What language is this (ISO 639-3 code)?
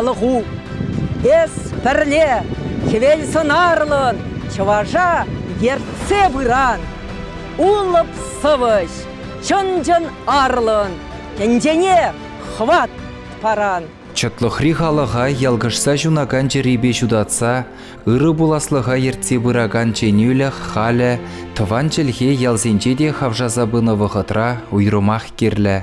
chv